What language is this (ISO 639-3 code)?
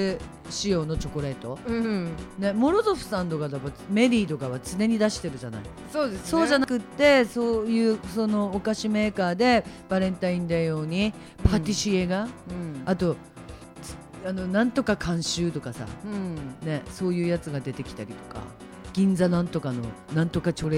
jpn